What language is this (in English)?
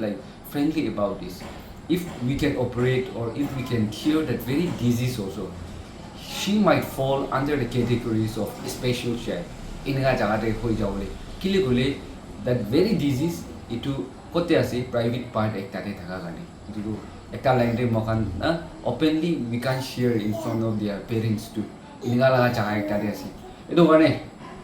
Naga Pidgin